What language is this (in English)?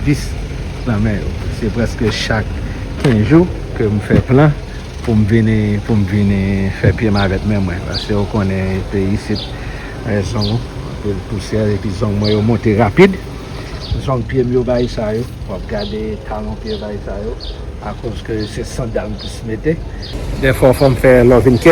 Haitian Creole